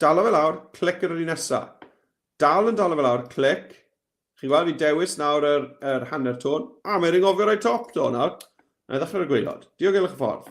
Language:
Welsh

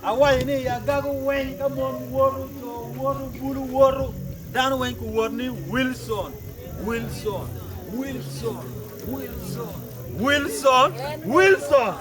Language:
Acoli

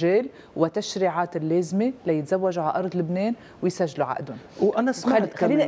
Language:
North Levantine Arabic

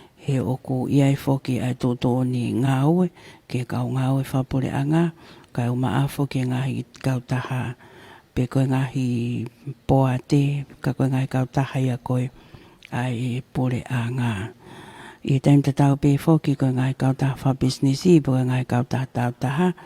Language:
Tongan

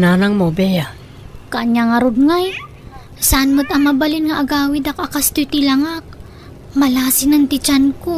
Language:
Iloko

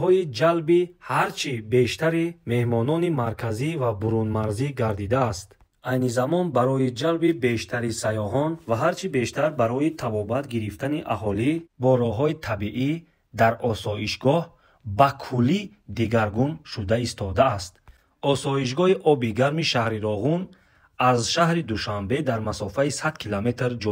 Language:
Tajik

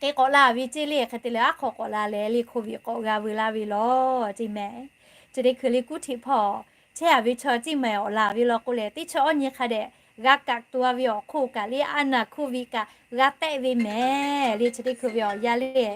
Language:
Lahu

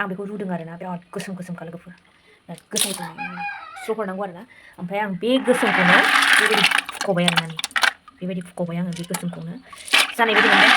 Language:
Bodo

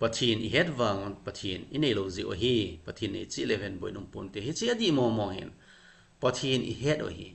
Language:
Thado Chin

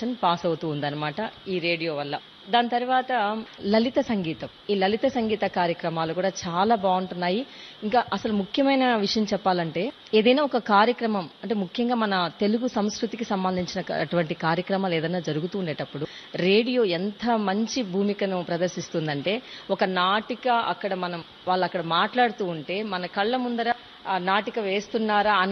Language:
Telugu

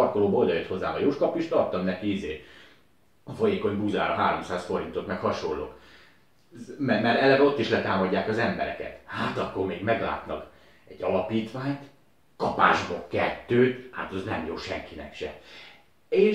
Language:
Hungarian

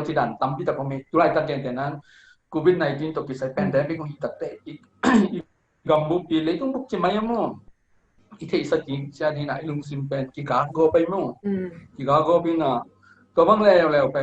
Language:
Tedim Chin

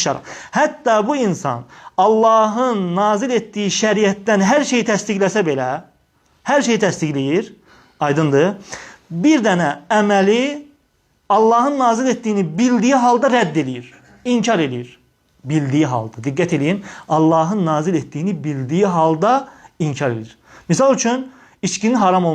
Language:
Azerbaijani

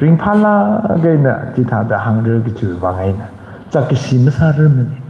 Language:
Tangkhul Naga (India)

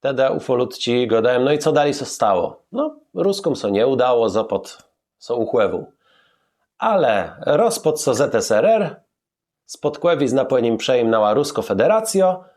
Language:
Kashubian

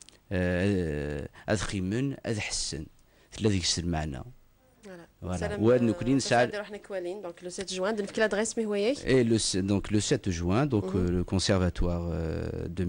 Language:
Kabyle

